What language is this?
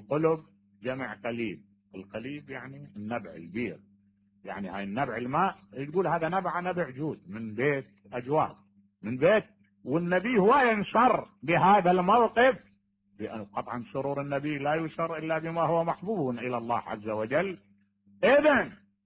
Mesopotamian Arabic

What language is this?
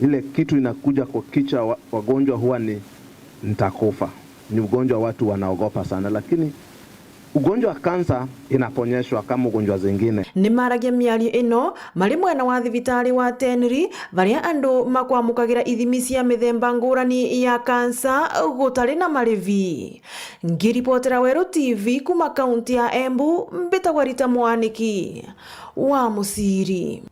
Meru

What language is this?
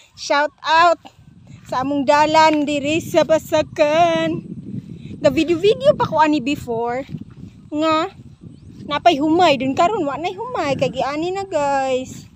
Cebuano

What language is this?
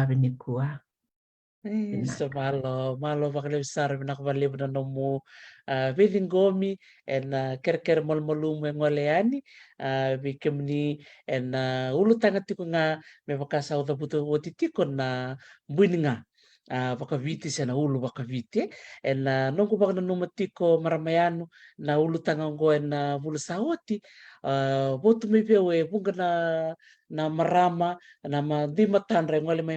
Fijian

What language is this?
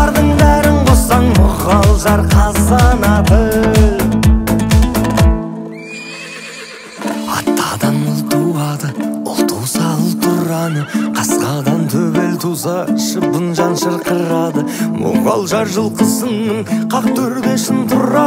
Kazakh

